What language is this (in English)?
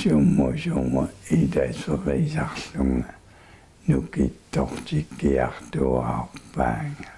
Kalaallisut